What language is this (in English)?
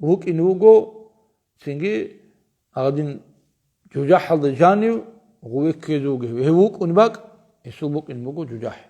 Avaric